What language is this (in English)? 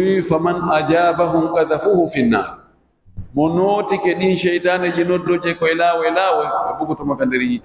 Pular